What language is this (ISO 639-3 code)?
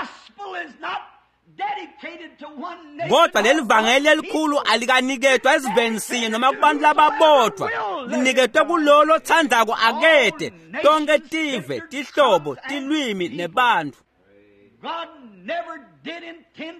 ssw